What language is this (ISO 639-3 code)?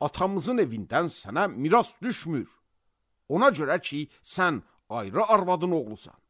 aze